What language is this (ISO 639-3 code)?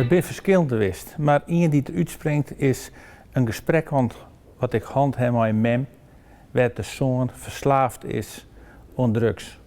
fry